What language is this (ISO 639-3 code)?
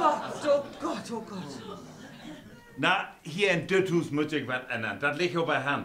nds